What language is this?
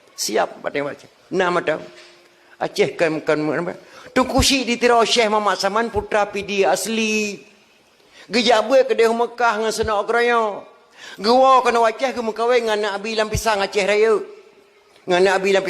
Achinese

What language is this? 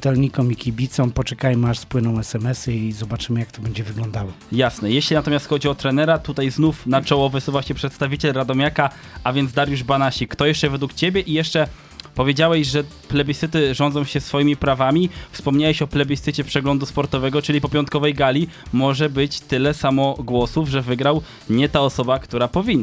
Polish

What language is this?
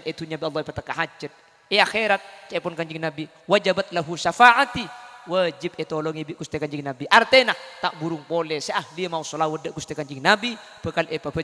Madurese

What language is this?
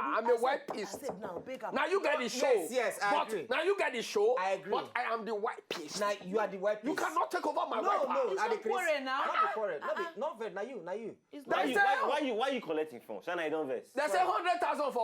Nigerian Pidgin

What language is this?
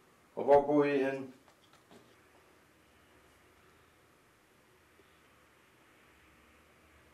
Danish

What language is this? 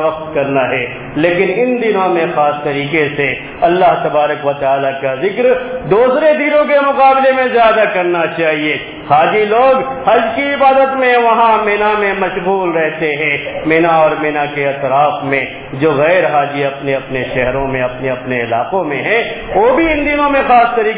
Urdu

